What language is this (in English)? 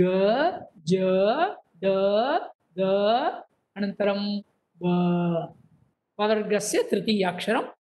Sanskrit